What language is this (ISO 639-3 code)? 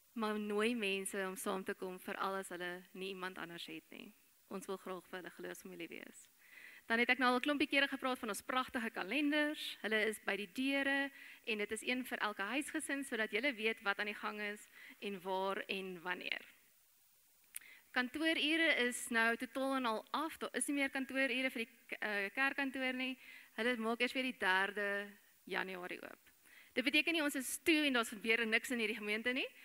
afr